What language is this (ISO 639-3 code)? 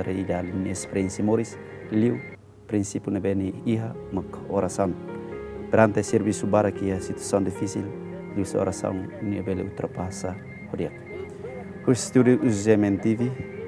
tet